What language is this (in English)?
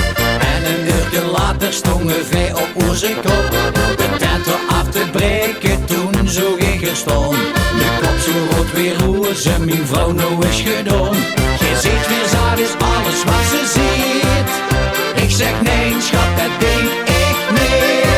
Limburgish